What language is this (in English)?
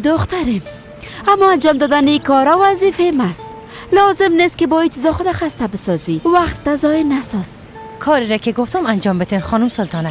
Persian